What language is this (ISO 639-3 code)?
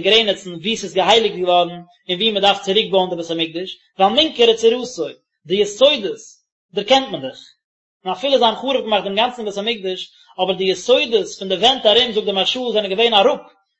yid